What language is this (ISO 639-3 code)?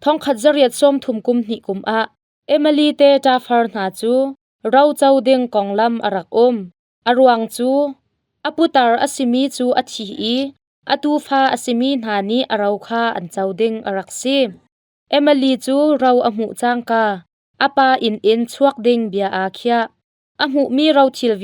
cnh